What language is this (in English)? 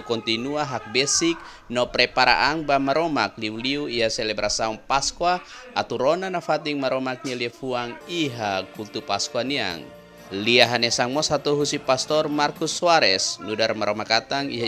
Tetum